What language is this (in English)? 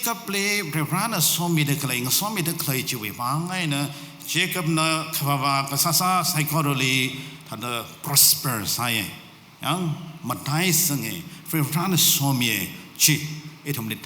Tangkhul Naga (India)